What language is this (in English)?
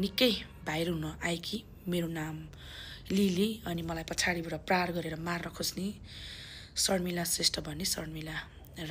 Nepali